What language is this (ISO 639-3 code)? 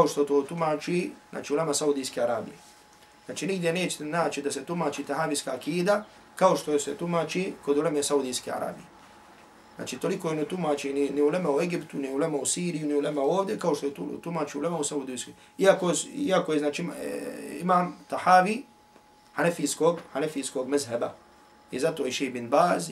bos